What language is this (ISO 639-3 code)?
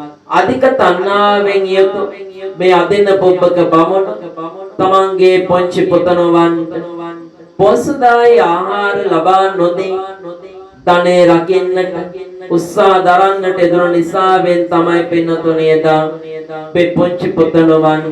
sin